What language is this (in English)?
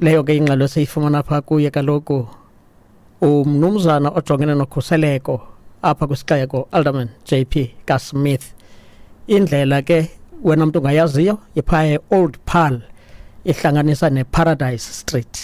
Xhosa